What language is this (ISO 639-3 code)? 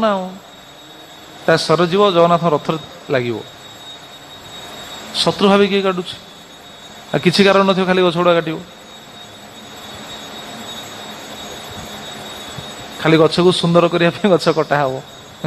ori